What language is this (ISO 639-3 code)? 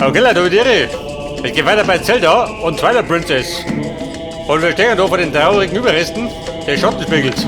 bar